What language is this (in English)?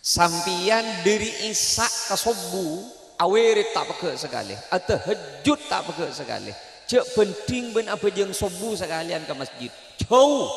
Madurese